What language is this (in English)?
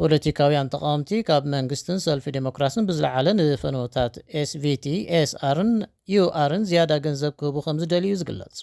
Tigrinya